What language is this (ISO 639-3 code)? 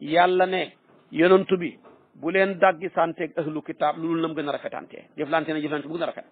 wol